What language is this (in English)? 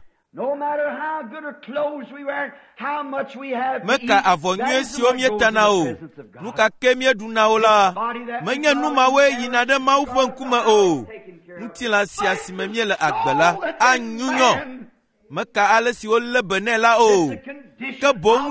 Ewe